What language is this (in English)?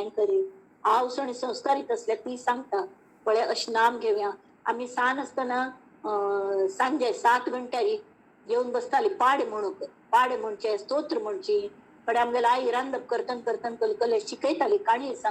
Konkani